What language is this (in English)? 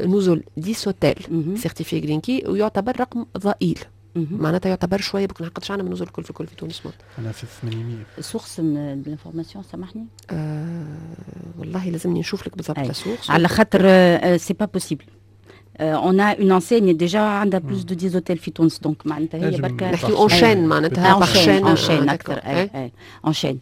Tunisian Arabic